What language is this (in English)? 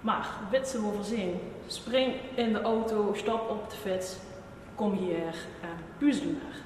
Limburgish